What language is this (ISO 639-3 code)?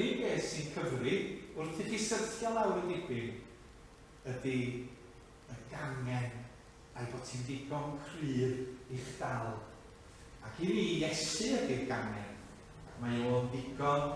cym